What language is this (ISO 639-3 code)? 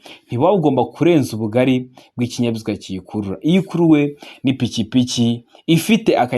kin